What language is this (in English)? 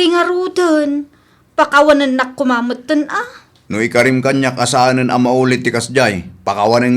Iloko